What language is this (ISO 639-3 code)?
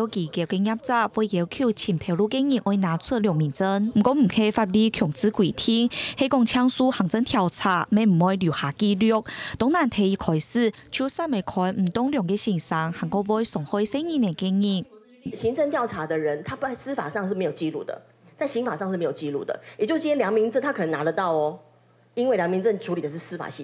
hak